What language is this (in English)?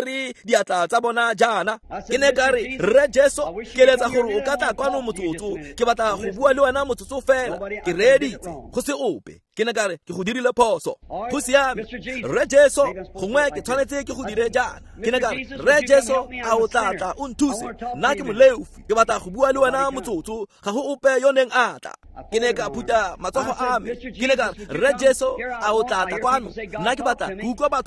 Tswana